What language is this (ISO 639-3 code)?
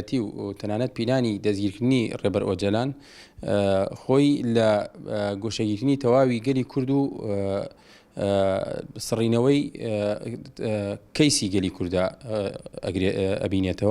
ckb